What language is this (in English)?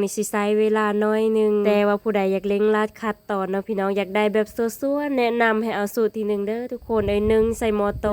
Lao